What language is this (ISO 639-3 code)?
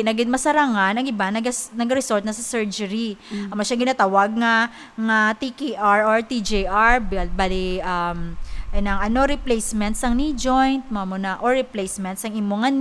hil